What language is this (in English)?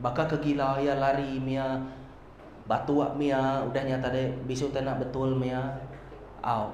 Iban